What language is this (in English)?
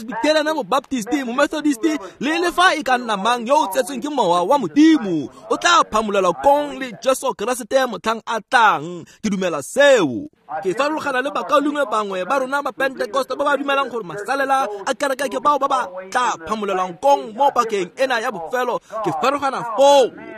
Tswana